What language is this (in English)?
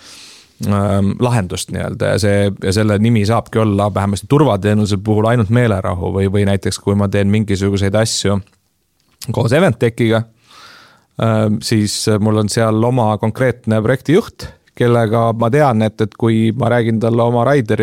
Estonian